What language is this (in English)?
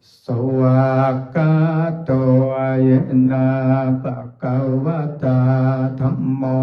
Pali